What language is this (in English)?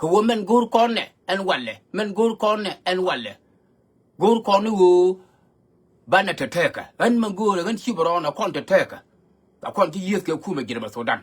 Nuer